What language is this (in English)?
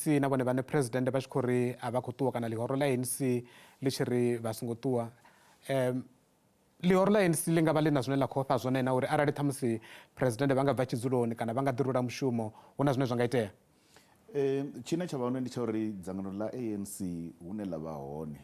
Venda